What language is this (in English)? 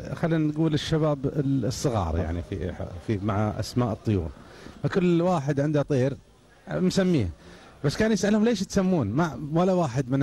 Gulf Arabic